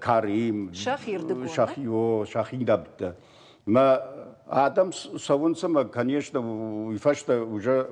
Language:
Ossetic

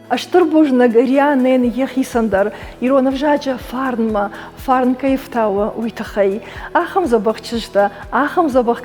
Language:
Ossetic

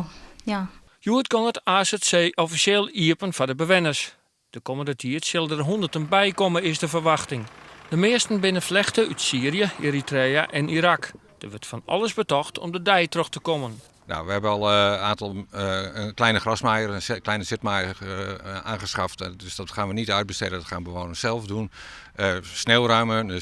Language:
Western Frisian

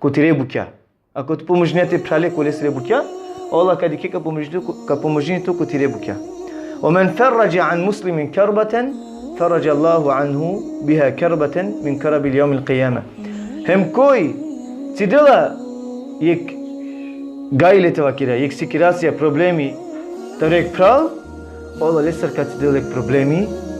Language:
Balkan Romani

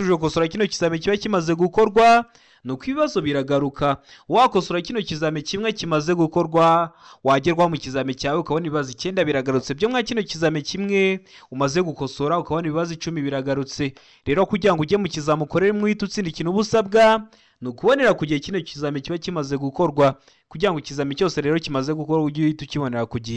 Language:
Kinyarwanda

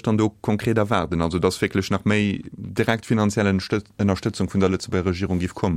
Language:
Luxembourgish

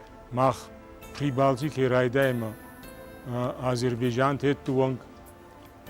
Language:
Ossetic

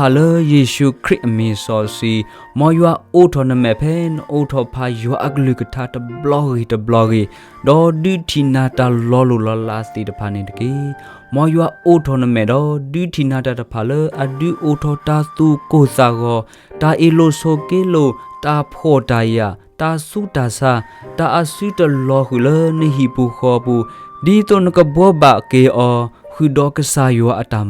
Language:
S'gaw Karen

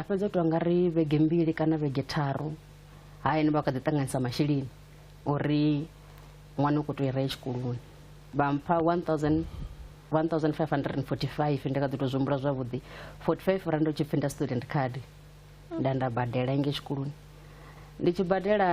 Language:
Venda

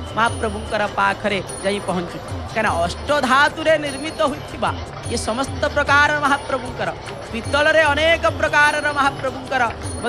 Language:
Odia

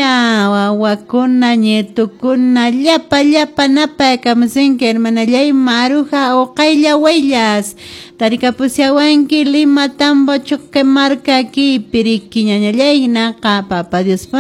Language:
Quechua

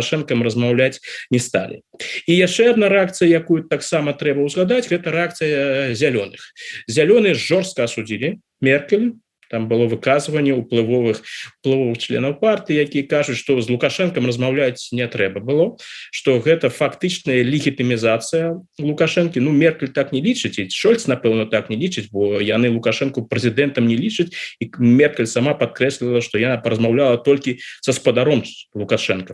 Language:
Belarusian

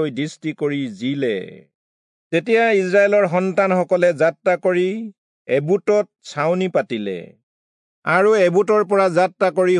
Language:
Assamese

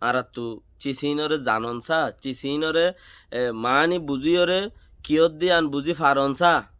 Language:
Rohingya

